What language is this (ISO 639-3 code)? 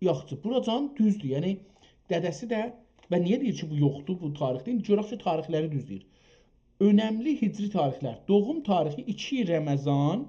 azb